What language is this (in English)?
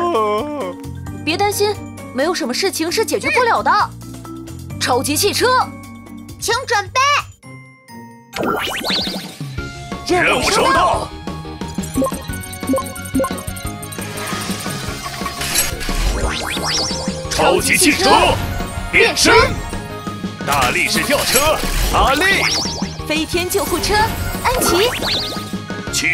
Chinese